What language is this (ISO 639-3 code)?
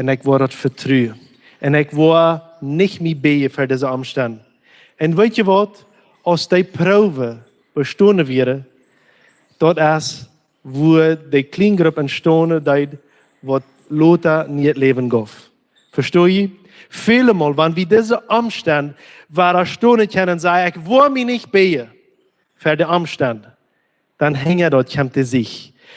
pdt